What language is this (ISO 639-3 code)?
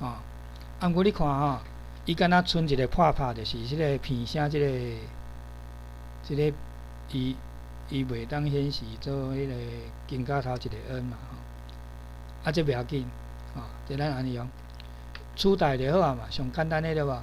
nan